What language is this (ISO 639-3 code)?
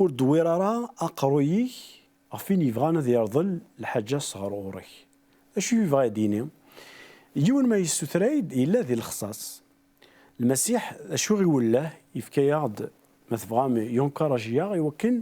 kab